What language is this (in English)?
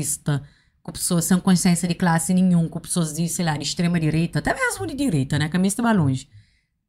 Kabuverdianu